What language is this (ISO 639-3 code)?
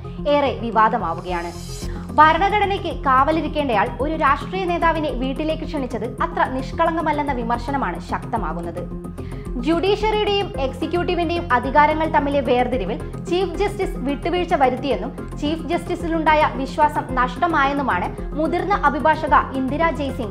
mal